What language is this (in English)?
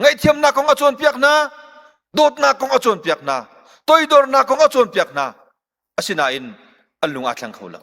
Hakha Chin